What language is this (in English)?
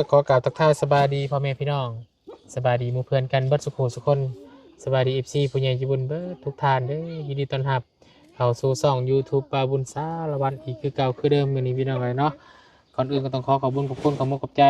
Lao